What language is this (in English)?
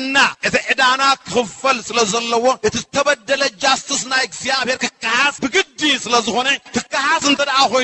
Tigrinya